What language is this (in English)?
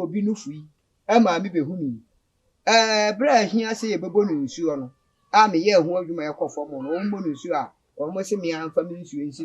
Akan